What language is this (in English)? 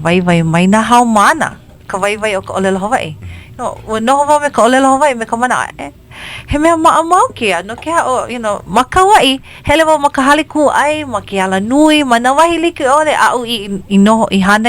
Hawaiian